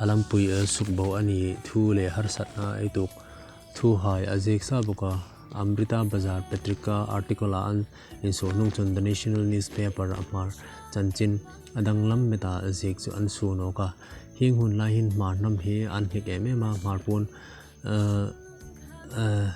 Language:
Hmar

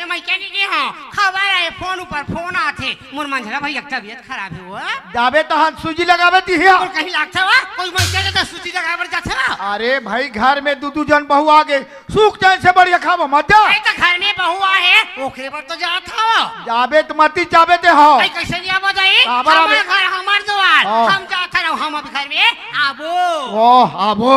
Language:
Chhattisgarhi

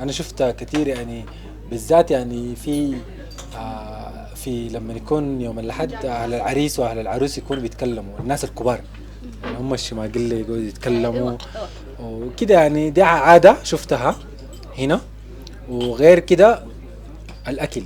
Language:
Sudanese Arabic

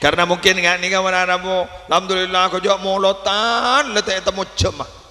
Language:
Madurese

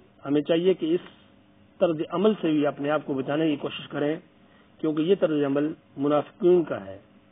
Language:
Urdu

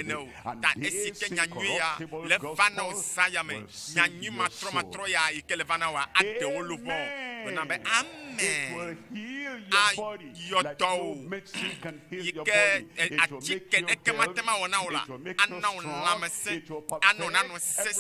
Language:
Ewe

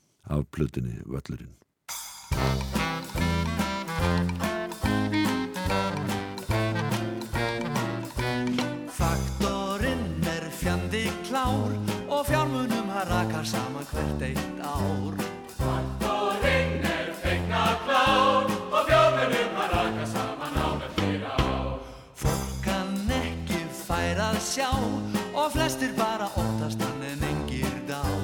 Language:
Icelandic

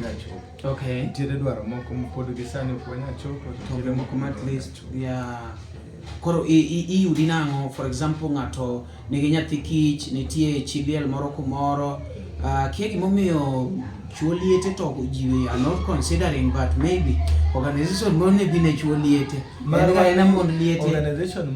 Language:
Luo (Kenya and Tanzania)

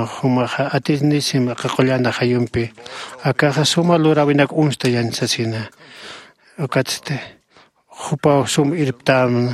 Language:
Aymara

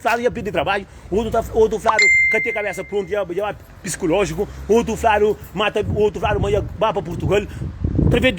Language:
Kabuverdianu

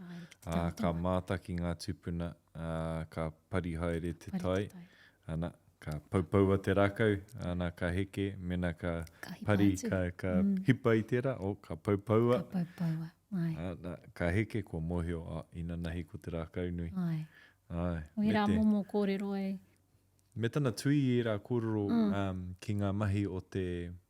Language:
Māori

